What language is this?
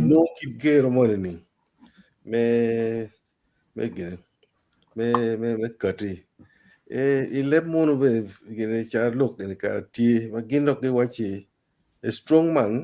Acoli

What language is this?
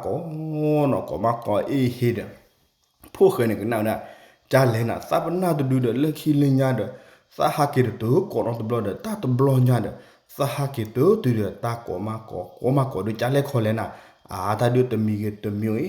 S'gaw Karen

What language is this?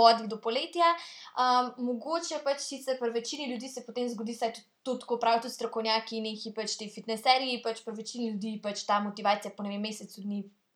Slovenian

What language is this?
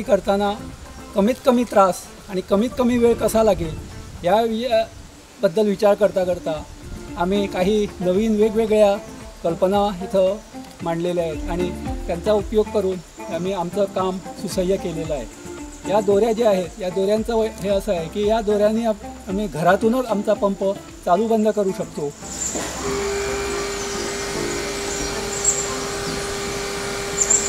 Marathi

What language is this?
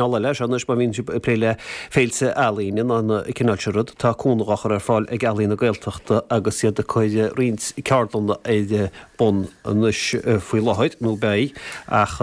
Irish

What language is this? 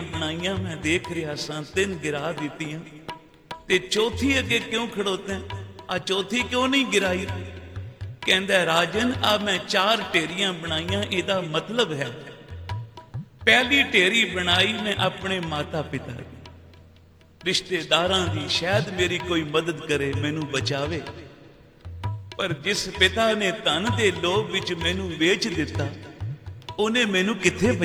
Punjabi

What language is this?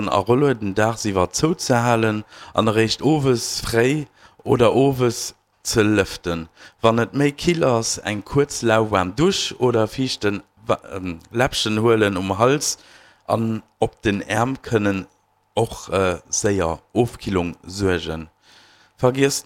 Luxembourgish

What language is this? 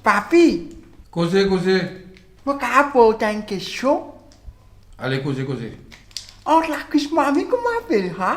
Morisyen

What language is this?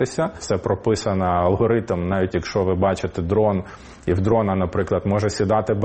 Ukrainian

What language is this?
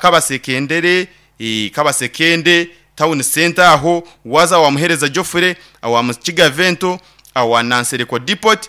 Nyankole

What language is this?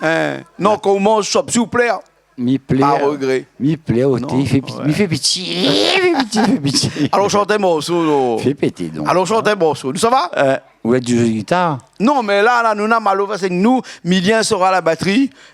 Réunion Creole French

